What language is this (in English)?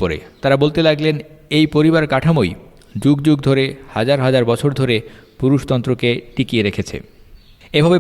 Bangla